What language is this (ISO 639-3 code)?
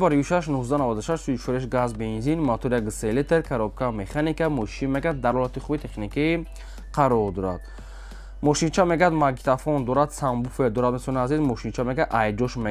tgk